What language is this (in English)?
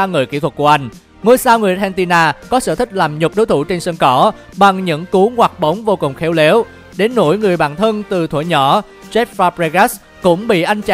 Vietnamese